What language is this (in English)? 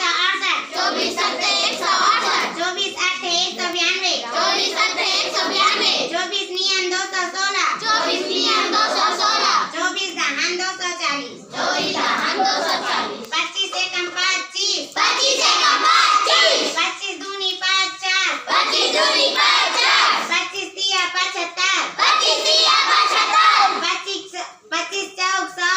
Chhattisgarhi